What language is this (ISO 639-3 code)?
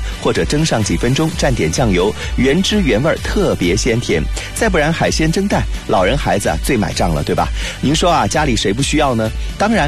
zho